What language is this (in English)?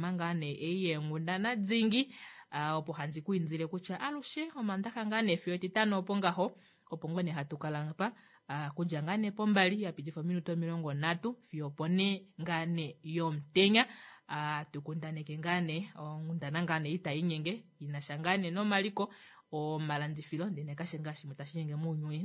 Kuanyama